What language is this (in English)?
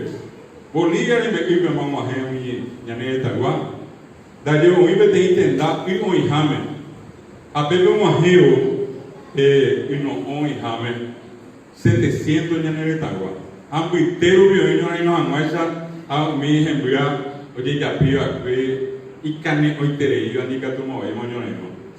Guarani